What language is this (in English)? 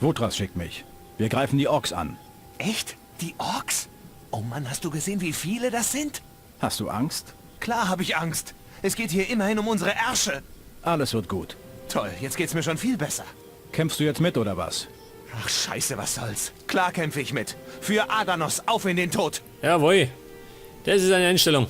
Bavarian